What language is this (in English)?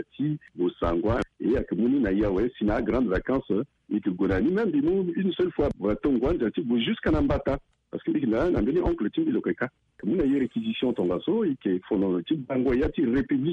Sango